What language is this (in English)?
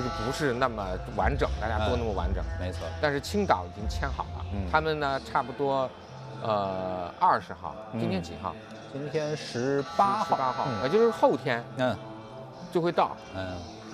Chinese